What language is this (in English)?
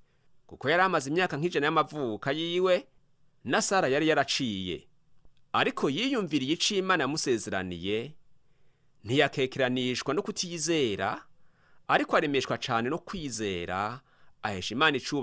Rundi